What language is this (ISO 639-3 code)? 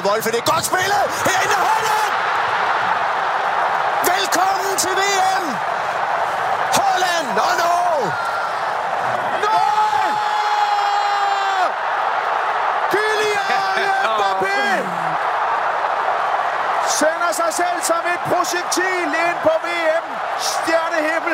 dan